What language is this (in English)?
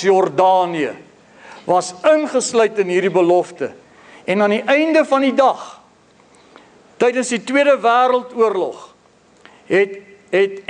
Afrikaans